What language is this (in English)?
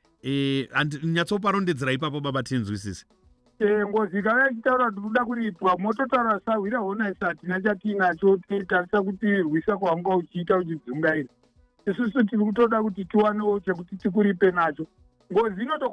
Shona